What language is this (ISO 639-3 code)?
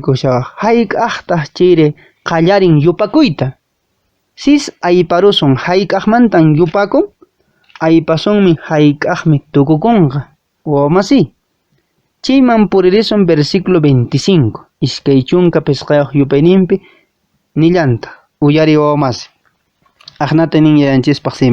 que